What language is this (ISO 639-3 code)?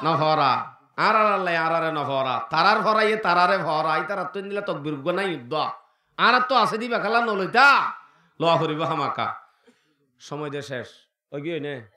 rhg